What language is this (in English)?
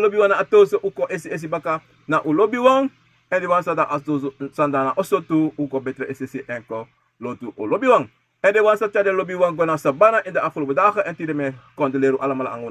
Sranan Tongo